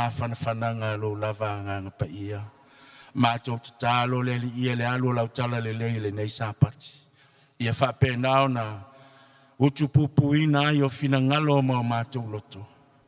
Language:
Samoan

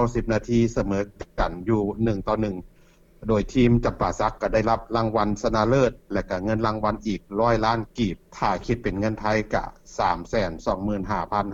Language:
Lao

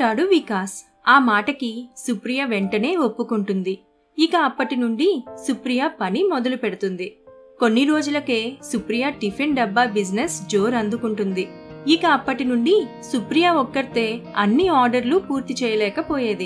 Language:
Telugu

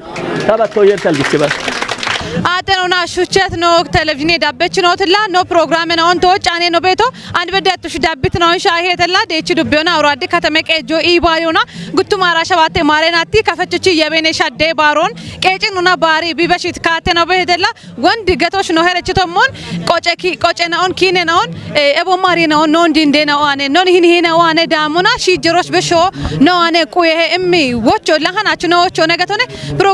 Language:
Kafa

